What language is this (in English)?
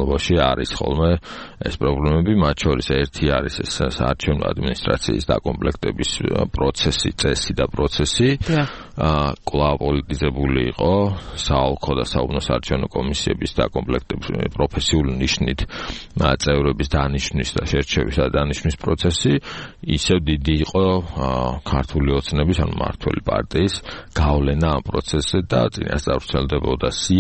Georgian